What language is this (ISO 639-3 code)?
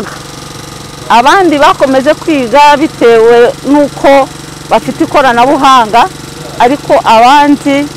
kin